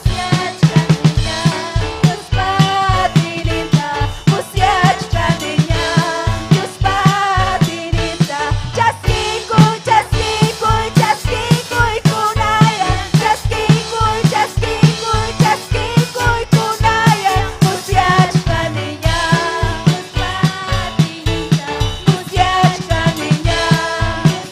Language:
Ayacucho Quechua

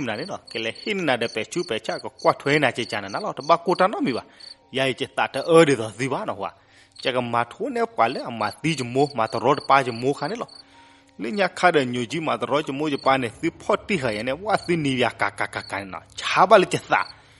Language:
S'gaw Karen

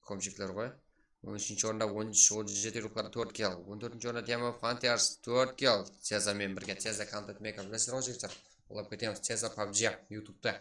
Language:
Kara-Kalpak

